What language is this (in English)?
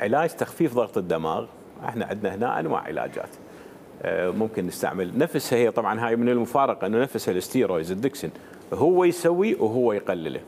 Mesopotamian Arabic